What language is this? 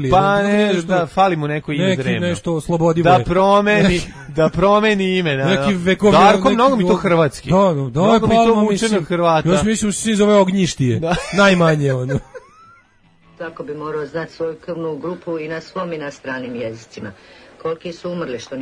Serbian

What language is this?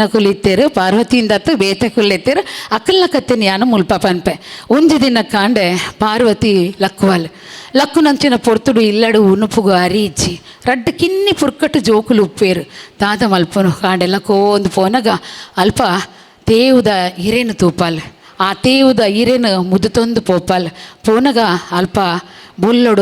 Tulu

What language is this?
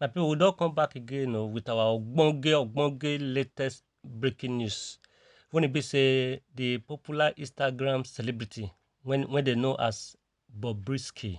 Nigerian Pidgin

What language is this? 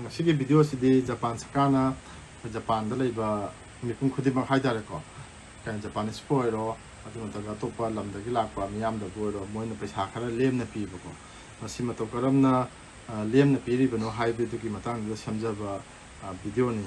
Manipuri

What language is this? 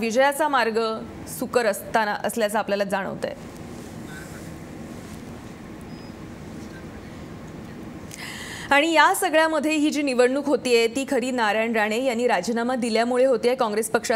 Marathi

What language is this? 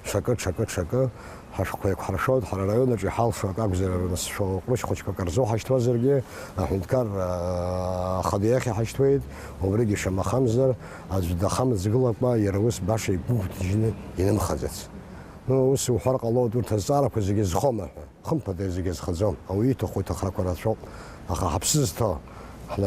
Abkhazian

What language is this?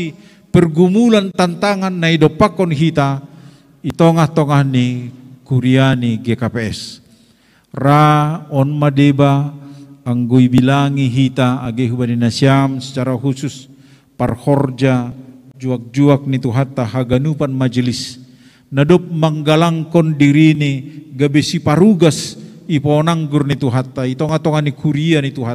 Batak Simalungun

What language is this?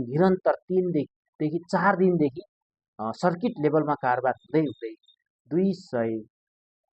Nepali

